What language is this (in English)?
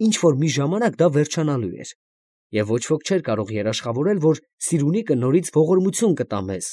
Armenian